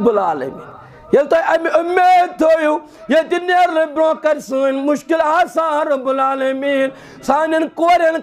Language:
Kashmiri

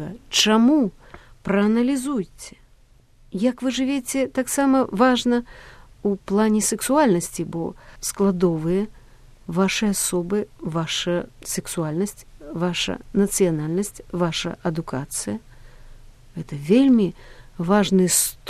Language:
Belarusian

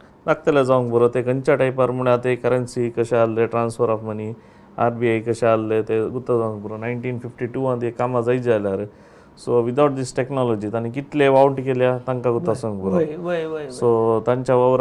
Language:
Konkani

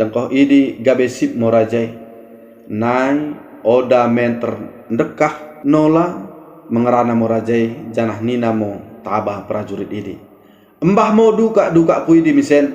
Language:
Batak Dairi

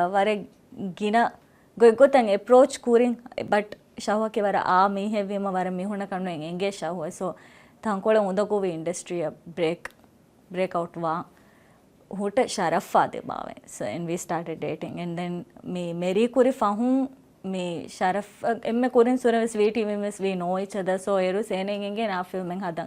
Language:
Divehi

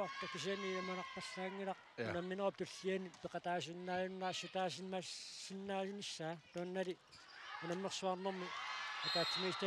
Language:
Kalaallisut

